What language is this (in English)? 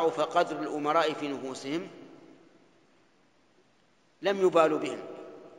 Arabic